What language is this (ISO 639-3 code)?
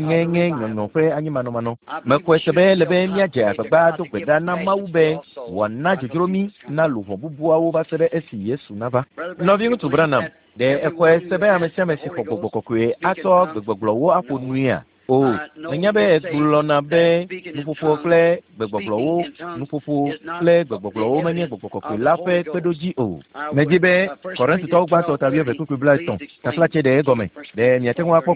ewe